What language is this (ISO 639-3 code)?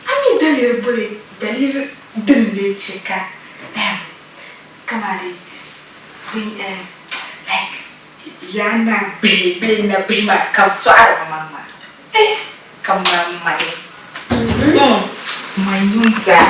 dag